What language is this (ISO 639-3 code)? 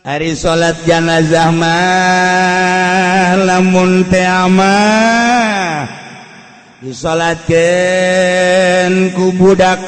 sun